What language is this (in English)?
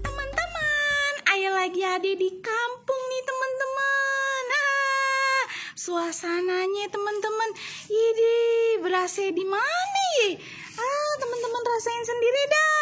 Betawi